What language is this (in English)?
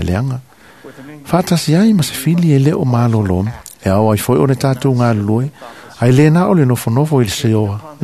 Samoan